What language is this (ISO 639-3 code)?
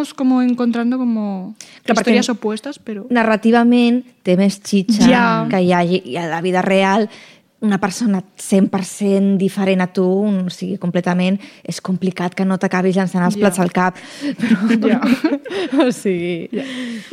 cat